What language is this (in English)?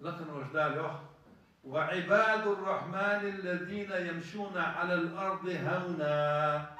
Ingush